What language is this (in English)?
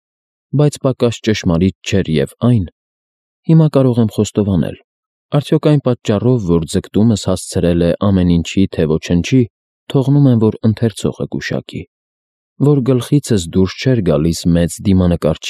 Armenian